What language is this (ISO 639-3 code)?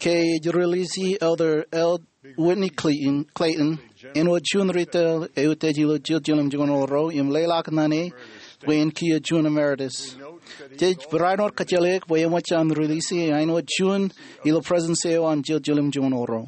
mah